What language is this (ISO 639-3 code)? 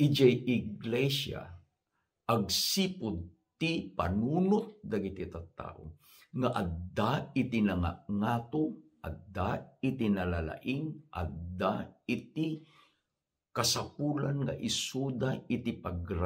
ilo